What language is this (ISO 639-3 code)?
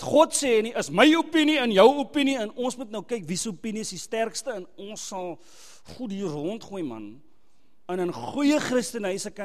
afr